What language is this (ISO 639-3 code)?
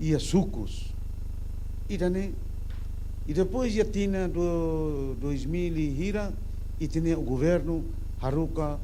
tet